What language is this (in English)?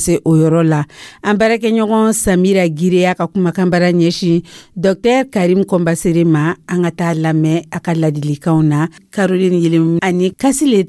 Dyula